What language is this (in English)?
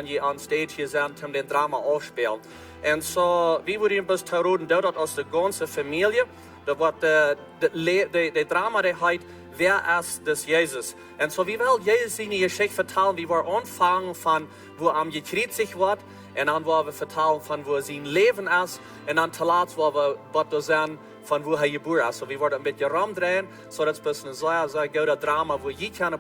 Plautdietsch